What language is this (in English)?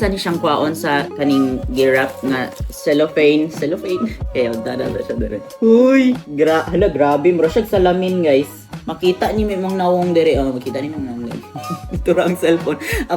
Cebuano